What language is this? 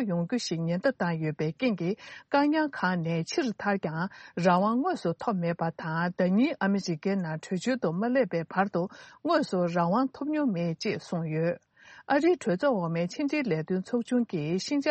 Tibetan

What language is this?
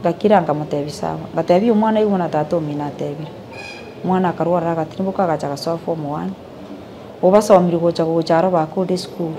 Gusii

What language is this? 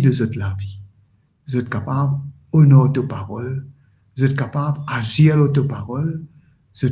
Morisyen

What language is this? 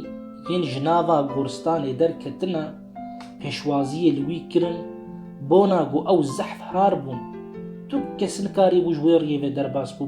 Kurdish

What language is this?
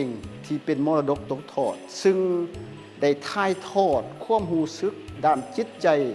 Lao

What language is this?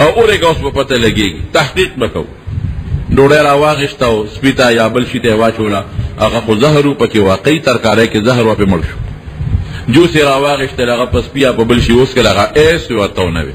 Pashto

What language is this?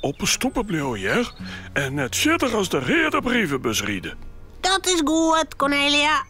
Western Frisian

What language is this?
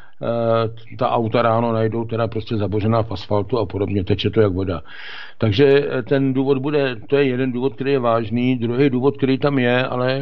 Czech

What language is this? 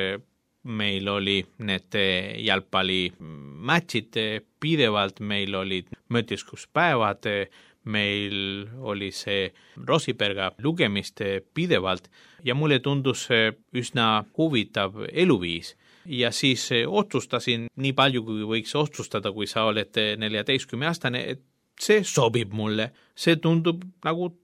Estonian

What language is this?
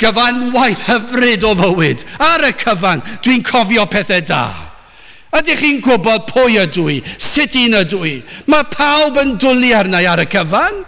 Welsh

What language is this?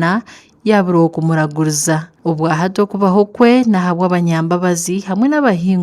Nyankole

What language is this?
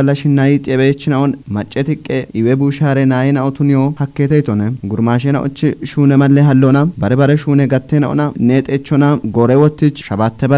Kafa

